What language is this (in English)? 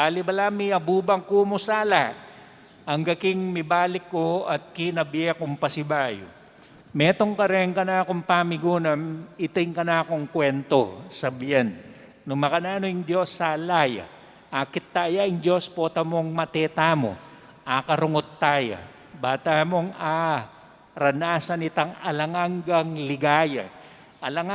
Pampanga